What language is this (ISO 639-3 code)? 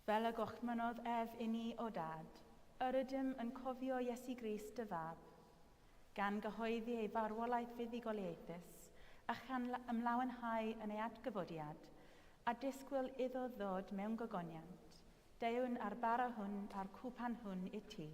cym